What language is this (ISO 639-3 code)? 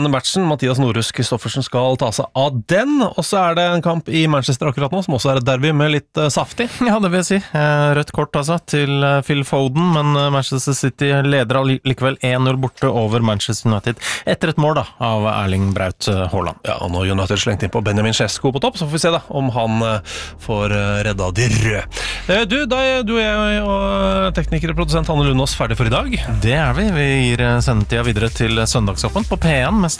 nor